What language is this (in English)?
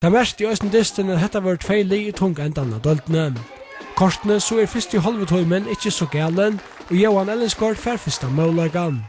Faroese